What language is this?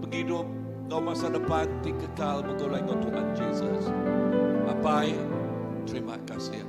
Iban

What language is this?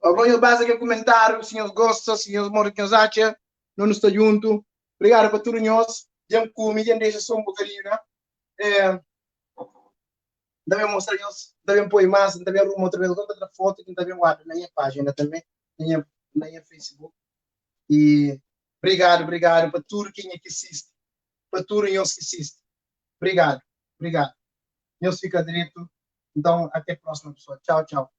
Kabuverdianu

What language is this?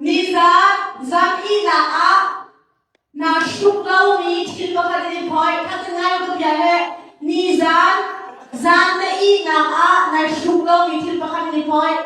Hakha Chin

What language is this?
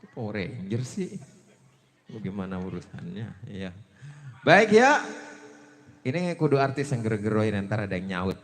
Betawi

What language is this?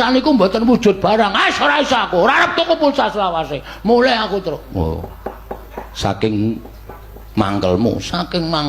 Javanese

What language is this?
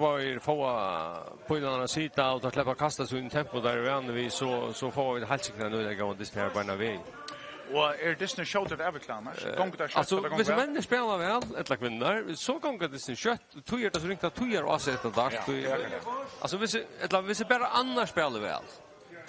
Faroese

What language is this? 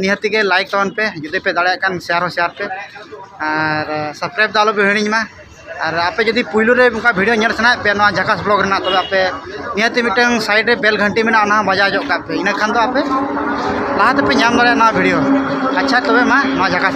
Santali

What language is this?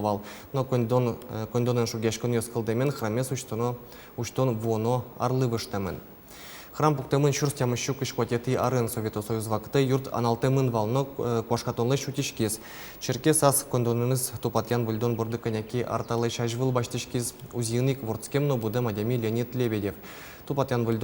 Udmurt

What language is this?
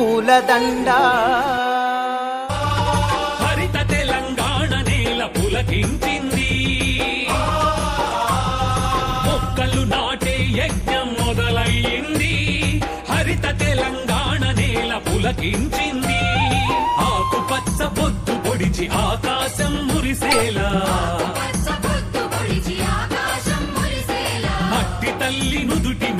Telugu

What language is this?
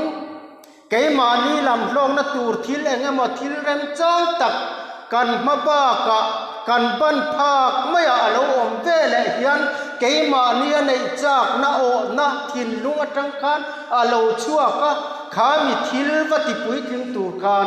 Mizo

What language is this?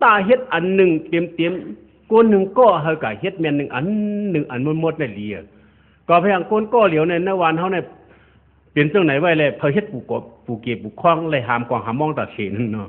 Shan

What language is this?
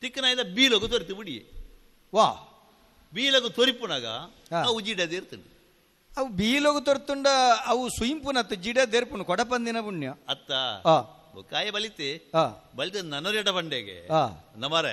Tulu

